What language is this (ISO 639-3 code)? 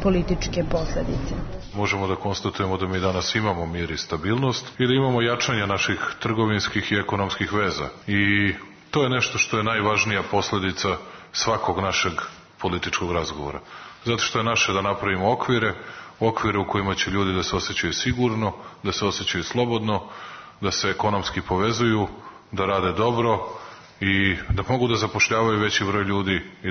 srp